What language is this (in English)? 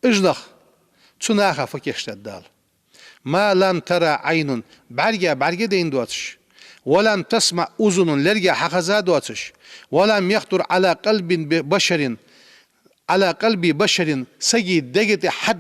Ingush